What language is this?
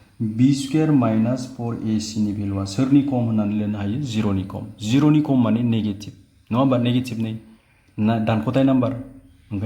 Bodo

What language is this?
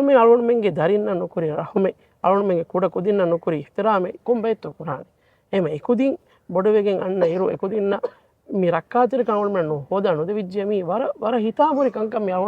Divehi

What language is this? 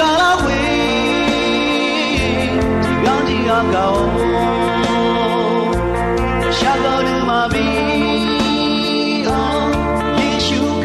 Akha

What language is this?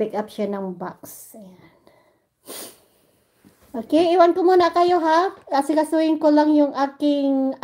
Filipino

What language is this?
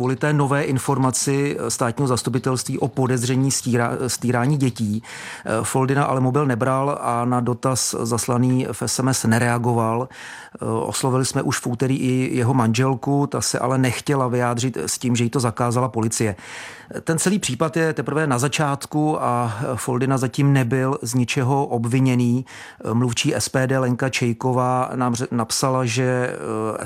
Czech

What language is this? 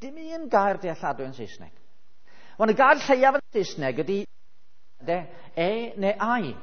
Welsh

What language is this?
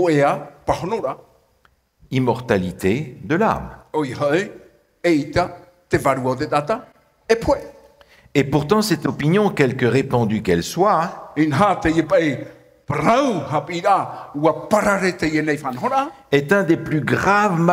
Tahitian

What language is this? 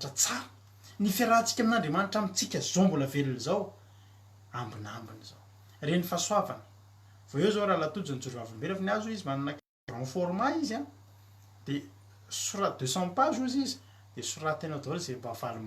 Malagasy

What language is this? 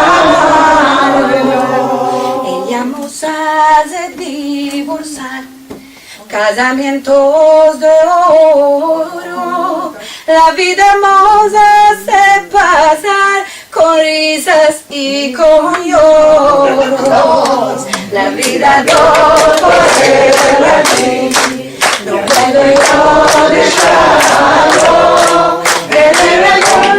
Ladino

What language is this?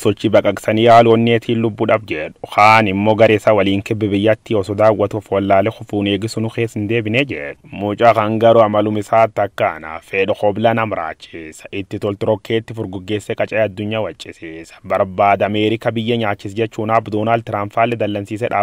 Oromo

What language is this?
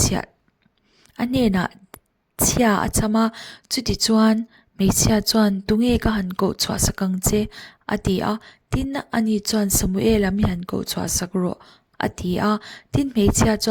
Mizo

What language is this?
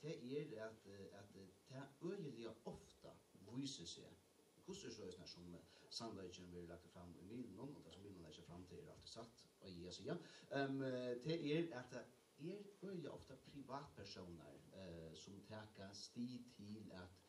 Faroese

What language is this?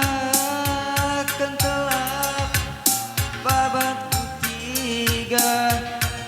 Batak Karo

